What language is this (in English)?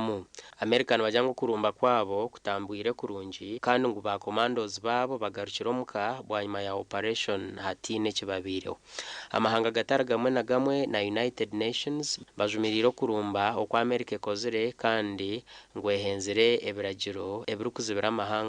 Nyankole